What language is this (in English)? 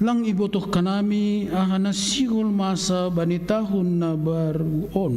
Batak Simalungun